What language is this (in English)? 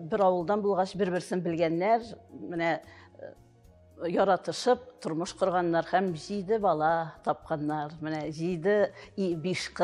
Tatar